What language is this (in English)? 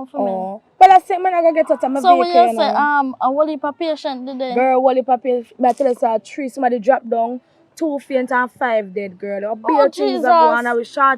Jamaican Creole English